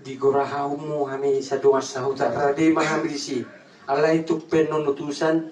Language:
Batak Toba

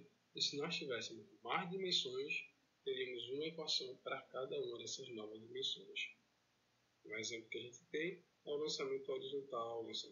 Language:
Portuguese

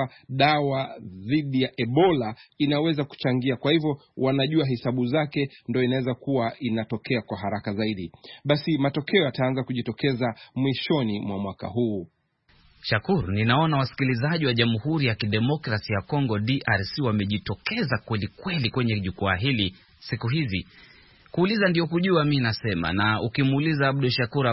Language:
Swahili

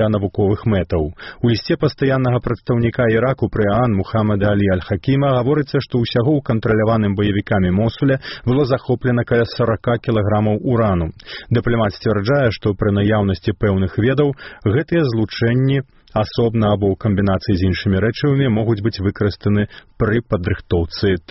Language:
Belarusian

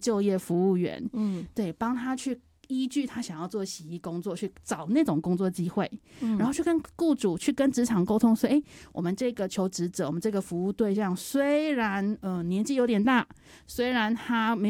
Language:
Chinese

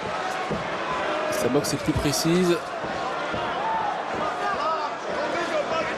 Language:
French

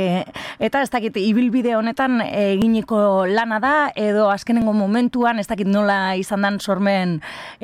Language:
Basque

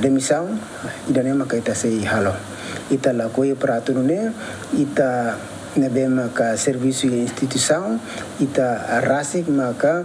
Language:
Tetum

